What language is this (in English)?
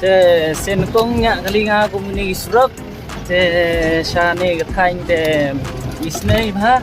Khasi